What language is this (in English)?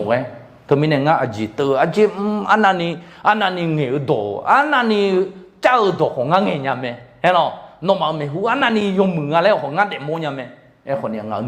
Akha